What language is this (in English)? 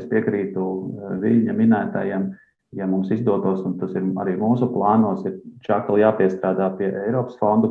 Latvian